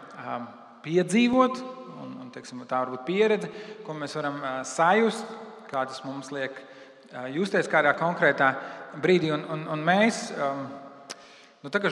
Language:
Latvian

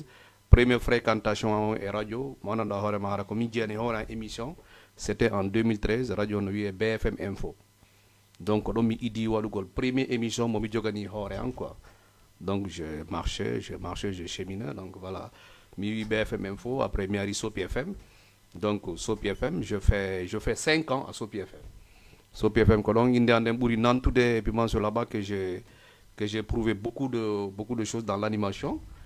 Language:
Fula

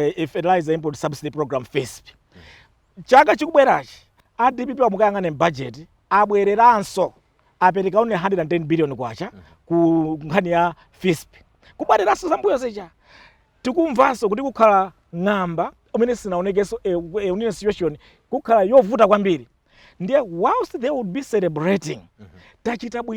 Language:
Nyanja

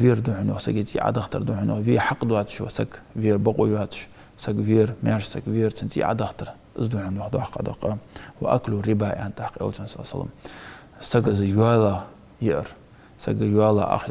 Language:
Ingush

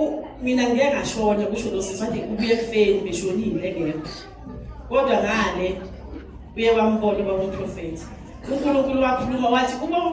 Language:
Zulu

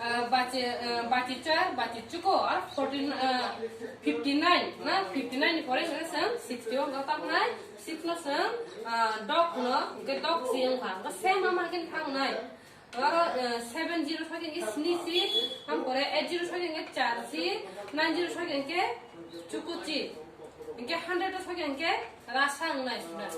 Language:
Kok Borok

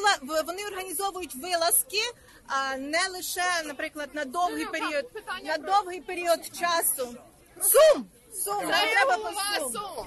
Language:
Ukrainian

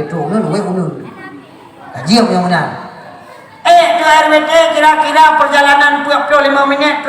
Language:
Achinese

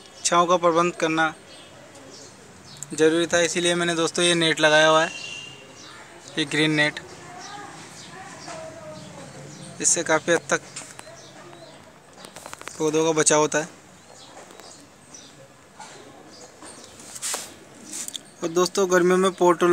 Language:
Hindi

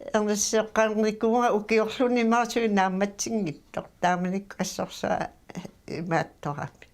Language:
Kalaallisut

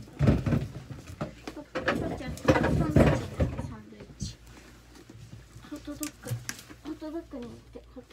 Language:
Japanese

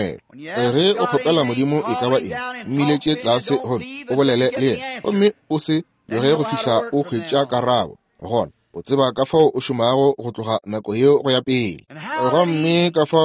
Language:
Northern Sotho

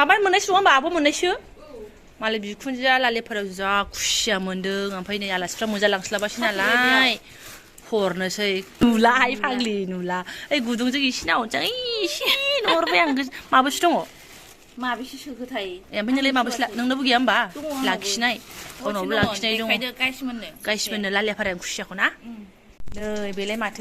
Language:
Bodo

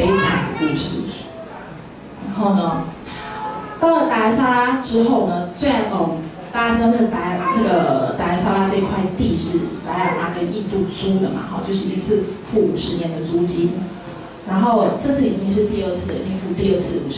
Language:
Chinese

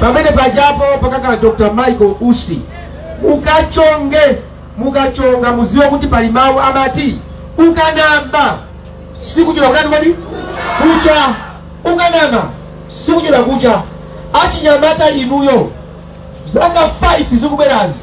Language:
Nyanja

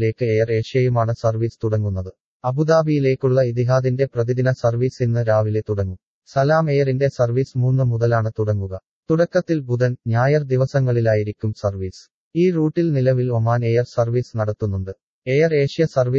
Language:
Malayalam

